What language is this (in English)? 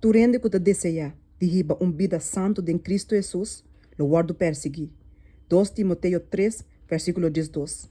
Papiamento